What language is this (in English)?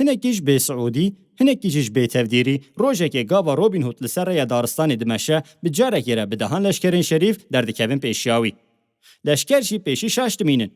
Kurdish